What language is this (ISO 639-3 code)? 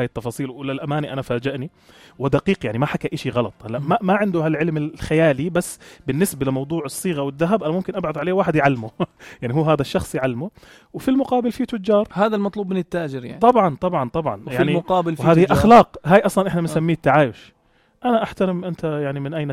apc